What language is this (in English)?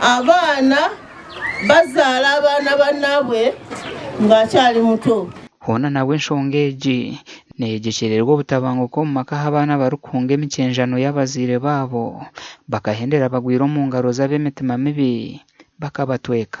Nyankole